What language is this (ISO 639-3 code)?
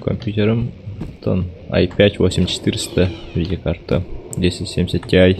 sah